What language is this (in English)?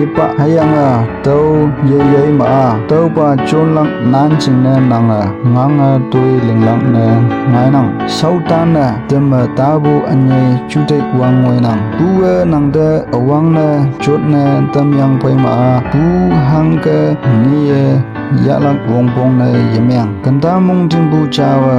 Konyak Naga